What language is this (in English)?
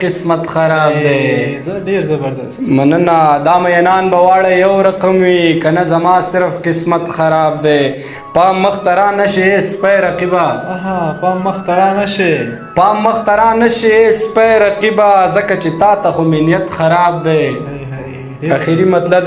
Pashto